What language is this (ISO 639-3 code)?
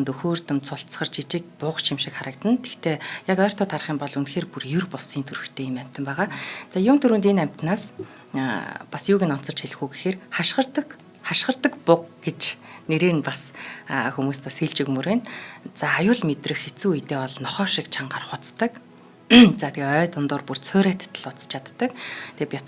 mon